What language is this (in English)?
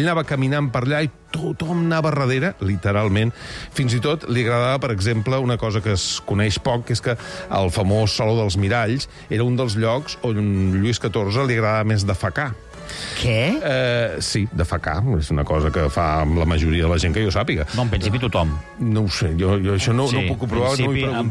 Catalan